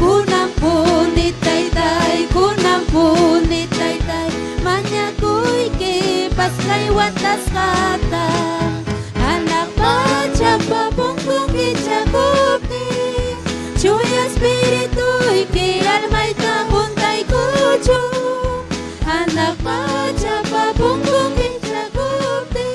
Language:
Ayacucho Quechua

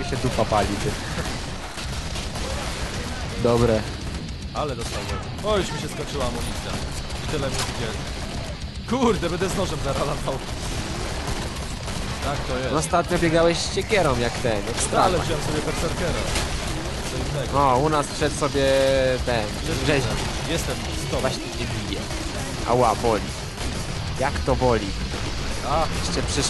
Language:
Polish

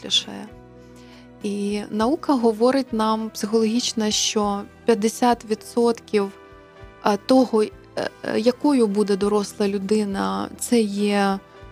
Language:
Ukrainian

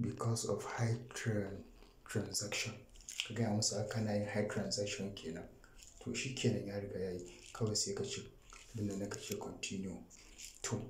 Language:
Hausa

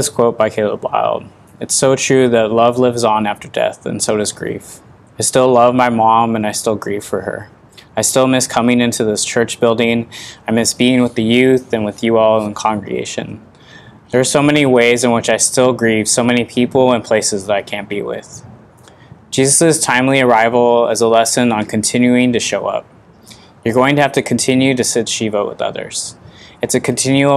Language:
English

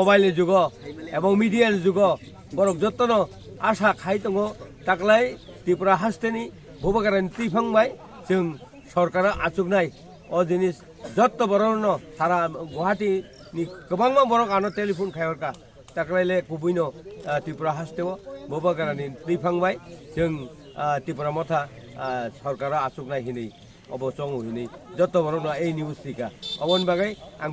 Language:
Kok Borok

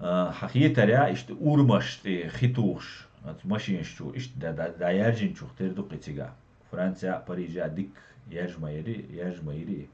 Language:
Chechen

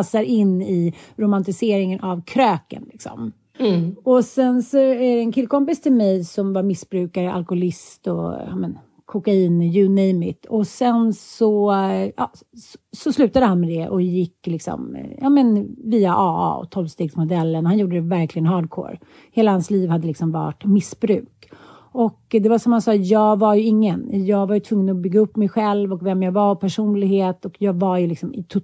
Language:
Swedish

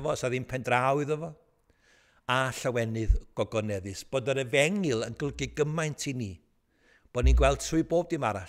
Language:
Welsh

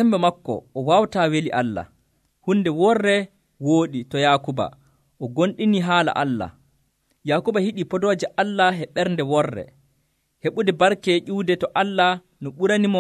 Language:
Nigerian Fulfulde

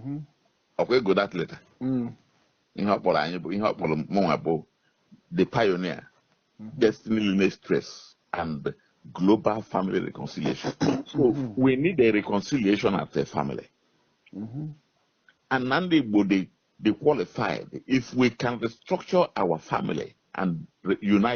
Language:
Igbo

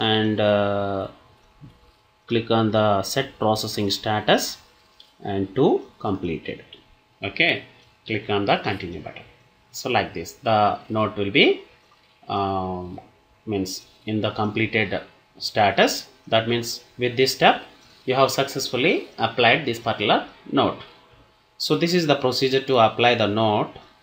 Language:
English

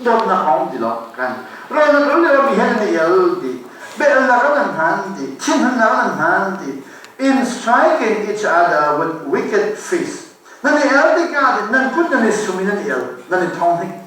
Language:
Hakha Chin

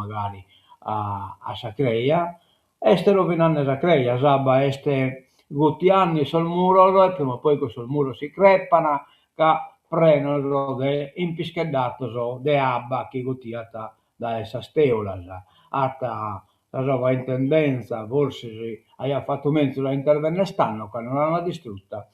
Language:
Sardinian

